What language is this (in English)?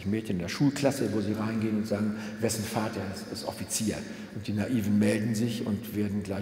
German